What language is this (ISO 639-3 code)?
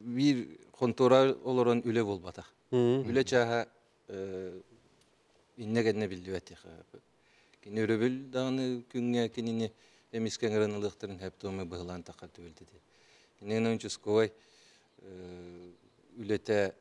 sah